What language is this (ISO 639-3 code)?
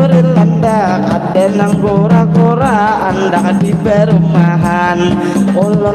bjn